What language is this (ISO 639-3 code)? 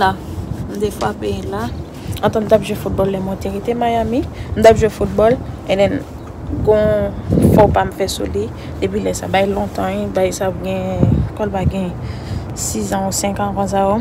hat